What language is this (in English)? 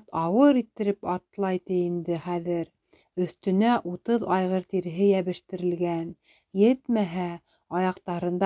Bashkir